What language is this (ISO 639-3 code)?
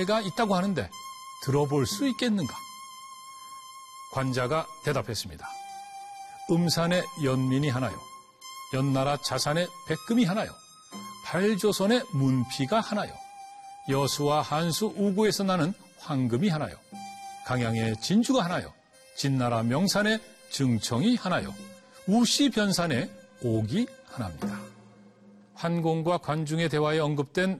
kor